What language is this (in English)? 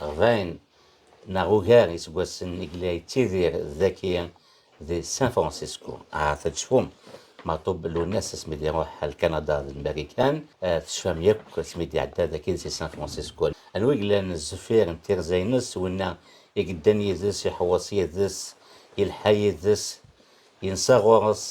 Kabyle